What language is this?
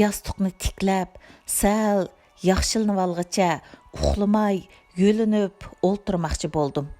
Uyghur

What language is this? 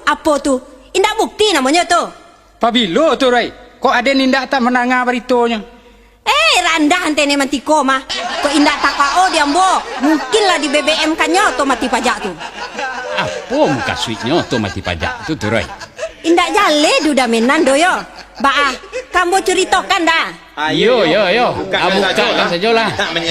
Minangkabau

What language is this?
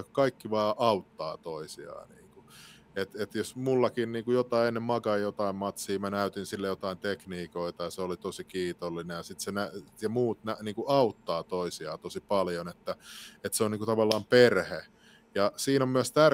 Finnish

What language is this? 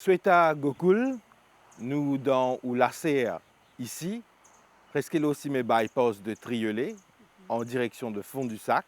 Morisyen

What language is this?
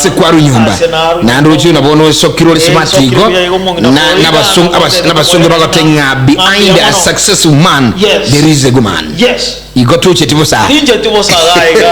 Gusii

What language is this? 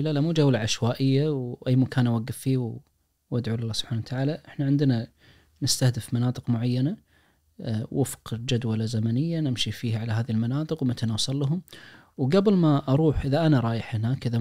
Najdi Arabic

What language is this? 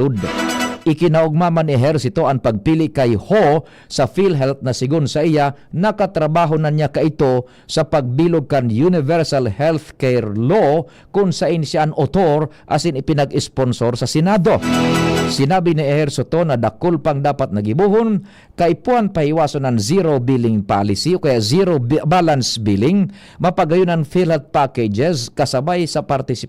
Bikol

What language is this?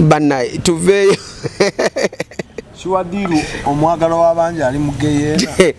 Ganda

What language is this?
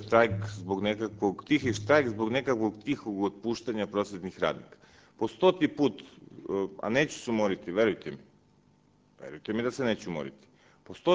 Serbian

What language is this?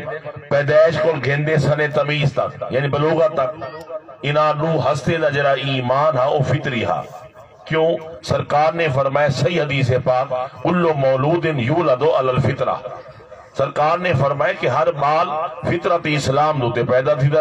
Saraiki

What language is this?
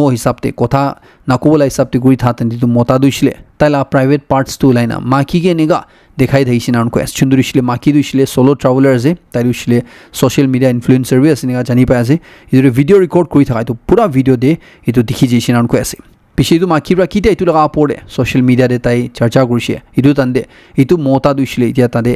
Naga Pidgin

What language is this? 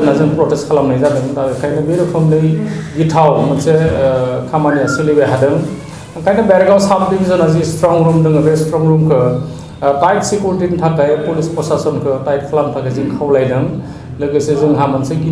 Bodo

